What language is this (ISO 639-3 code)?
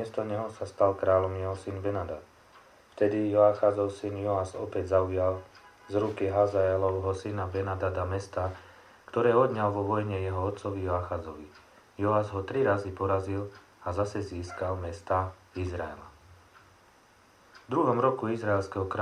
slk